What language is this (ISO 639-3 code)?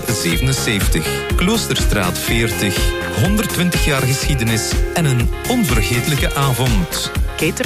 nld